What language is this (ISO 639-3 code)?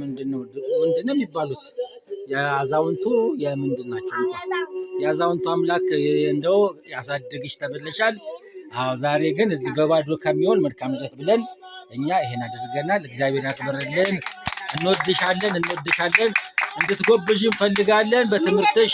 amh